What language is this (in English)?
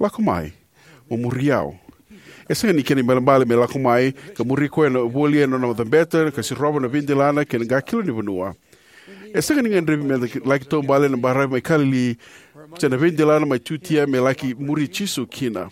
Fijian